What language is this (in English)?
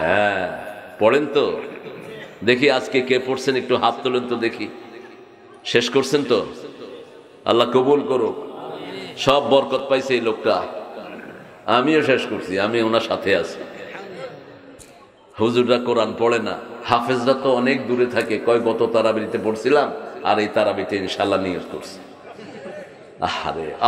Bangla